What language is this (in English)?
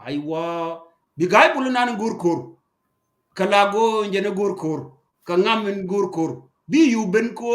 Nuer